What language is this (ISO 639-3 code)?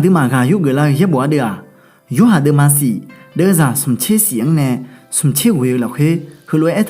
ahk